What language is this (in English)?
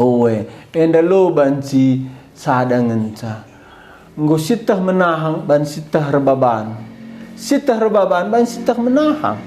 Batak Karo